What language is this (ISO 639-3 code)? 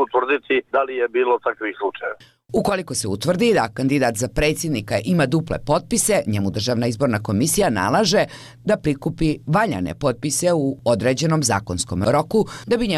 hrv